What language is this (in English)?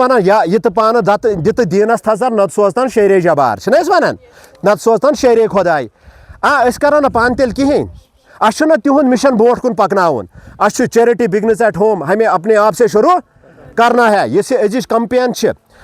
Kashmiri